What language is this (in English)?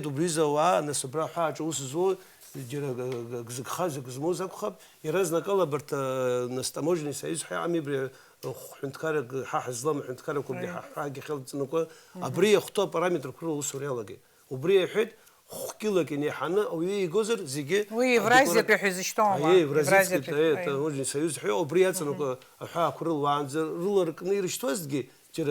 Abkhazian